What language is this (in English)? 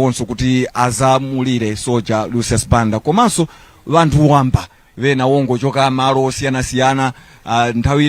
Nyanja